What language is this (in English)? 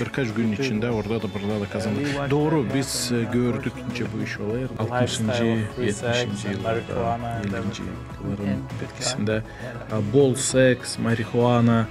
Gagauz